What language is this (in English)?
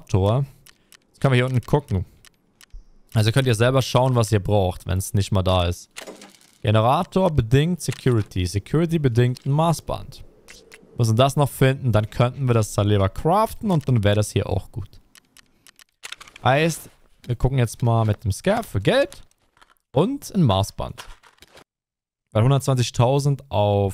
German